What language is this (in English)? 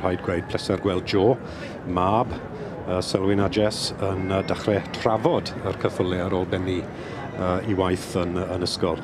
Welsh